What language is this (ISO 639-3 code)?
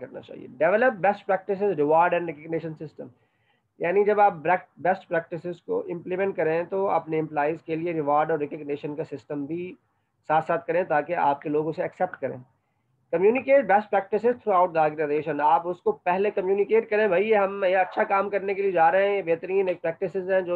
hin